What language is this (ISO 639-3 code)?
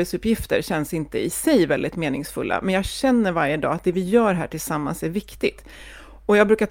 swe